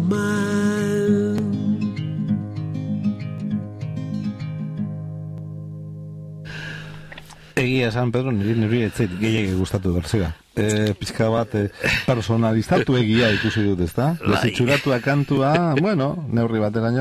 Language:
Basque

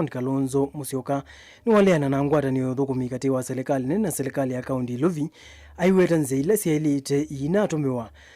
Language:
Kamba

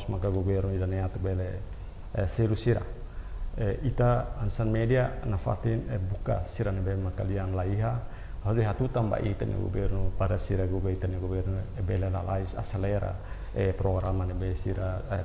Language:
Tetum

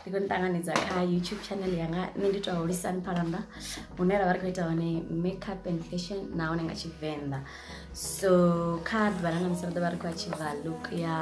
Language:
Venda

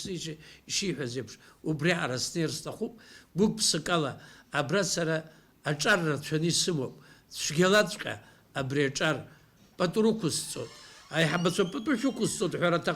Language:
Abkhazian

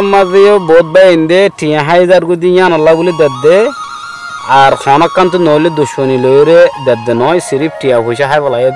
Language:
Rohingya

